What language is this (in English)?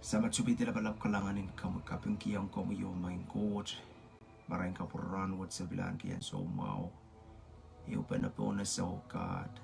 Pohnpeian